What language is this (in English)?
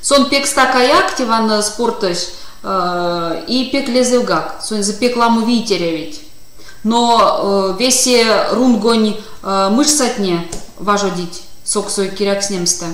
Erzya